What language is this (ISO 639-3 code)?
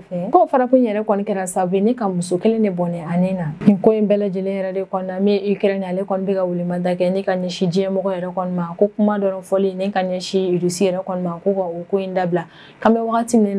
bam